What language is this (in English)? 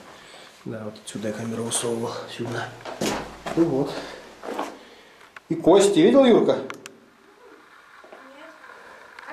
Russian